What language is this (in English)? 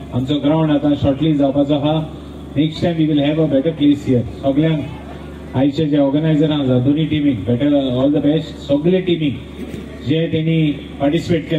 Konkani